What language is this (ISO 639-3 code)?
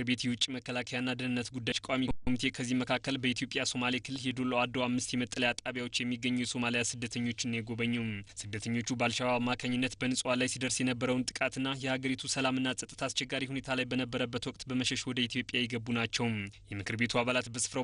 amh